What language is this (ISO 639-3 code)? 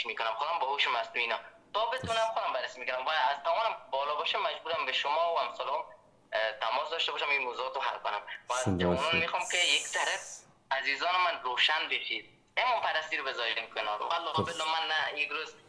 fas